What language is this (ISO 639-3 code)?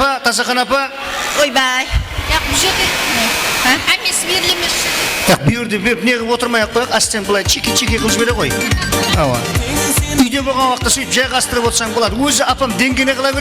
kaa